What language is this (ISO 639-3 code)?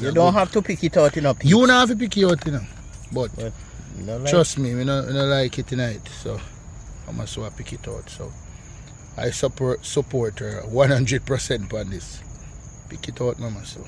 jam